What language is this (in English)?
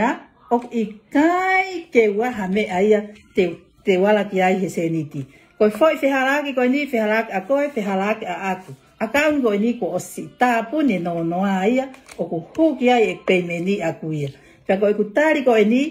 Tongan